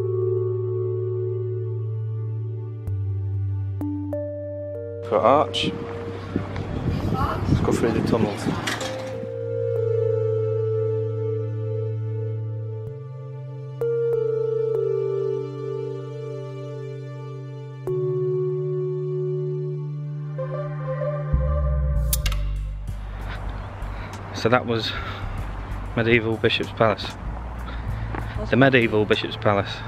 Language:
English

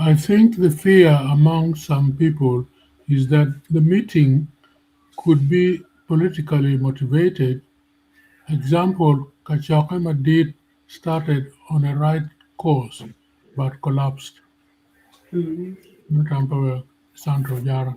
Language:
Acoli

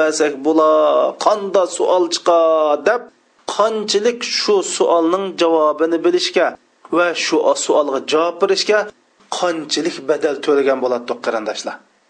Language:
Uyghur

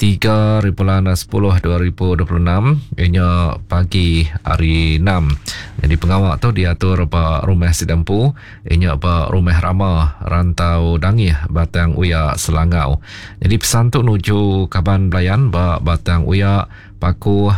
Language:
Iban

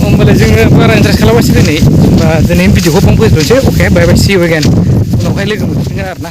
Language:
Bodo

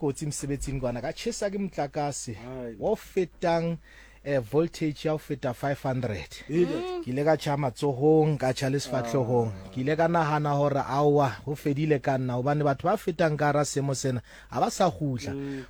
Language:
Southern Sotho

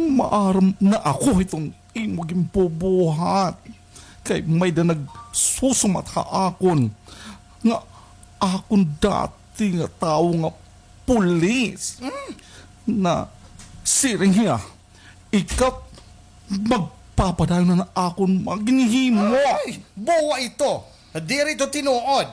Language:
Waray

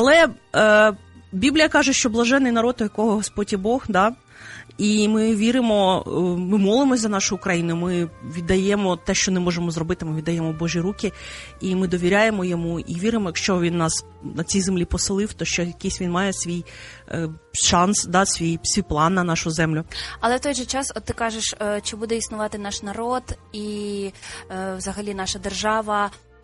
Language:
Ukrainian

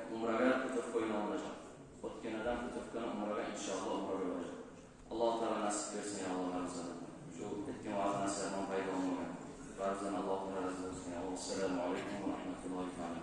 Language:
Kumyk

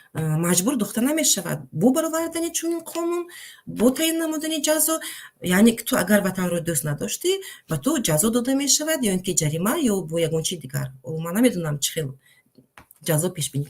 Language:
Tajik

